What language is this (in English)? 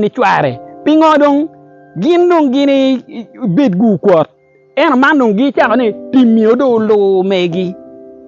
Acoli